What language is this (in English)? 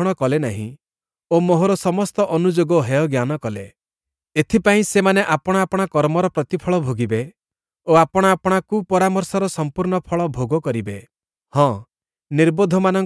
Odia